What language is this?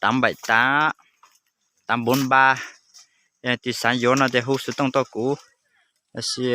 Hmong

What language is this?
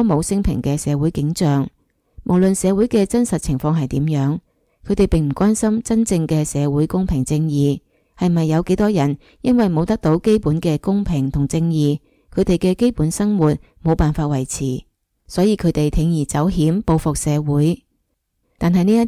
Cantonese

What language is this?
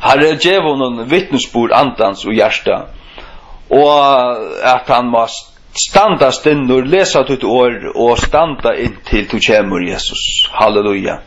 Faroese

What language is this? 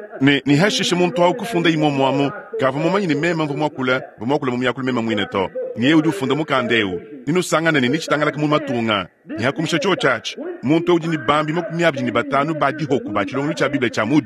Luba-Lulua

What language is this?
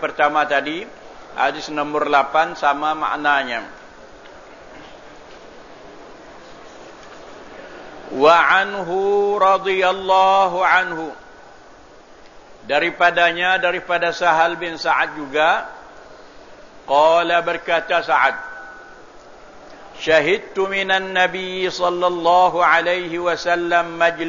Malay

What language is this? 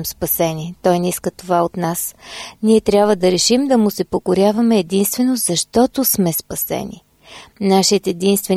Bulgarian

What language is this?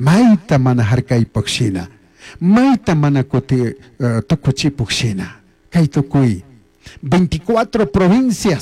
Chimborazo Highland Quichua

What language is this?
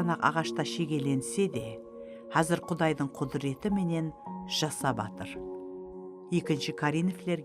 Kara-Kalpak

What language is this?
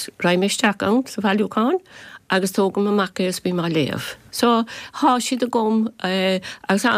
Irish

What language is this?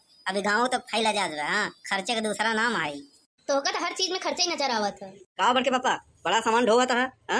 Awadhi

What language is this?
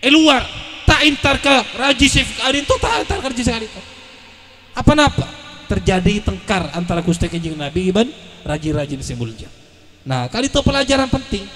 Madurese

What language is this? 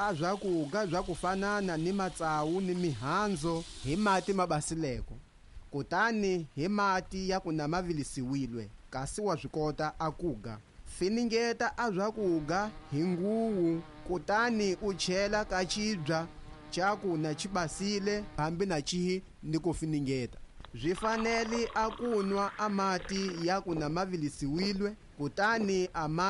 Tsonga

